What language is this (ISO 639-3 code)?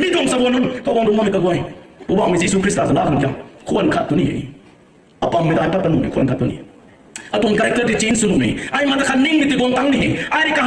nbu